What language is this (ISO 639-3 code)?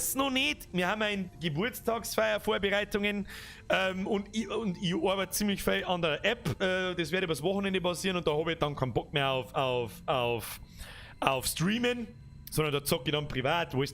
bar